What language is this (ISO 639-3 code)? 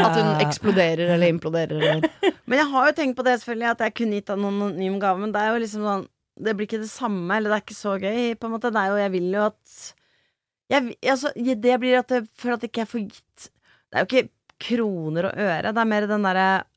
nor